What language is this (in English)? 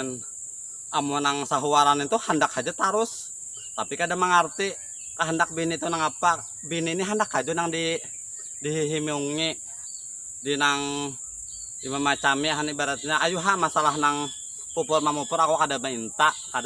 Banjar